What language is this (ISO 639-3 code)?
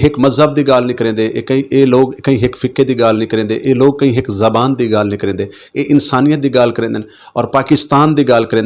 skr